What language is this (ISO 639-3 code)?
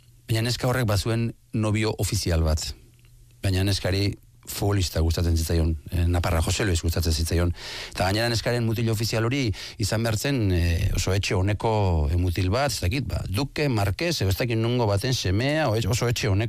eus